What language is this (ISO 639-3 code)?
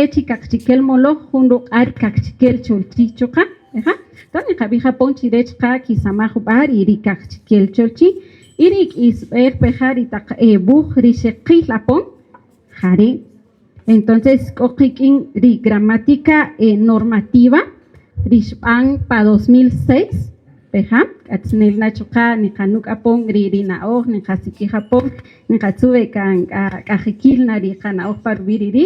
cak